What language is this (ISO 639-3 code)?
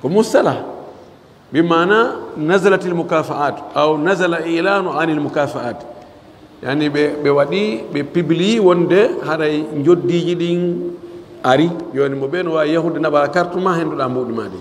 ful